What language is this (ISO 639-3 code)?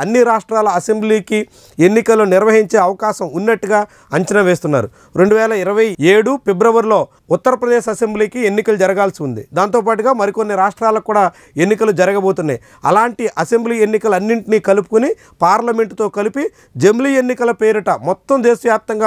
tel